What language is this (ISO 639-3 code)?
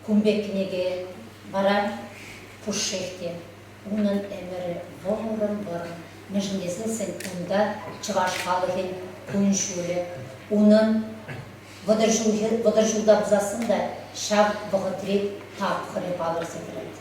chv